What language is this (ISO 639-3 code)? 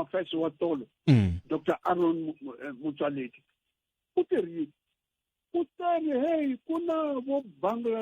tso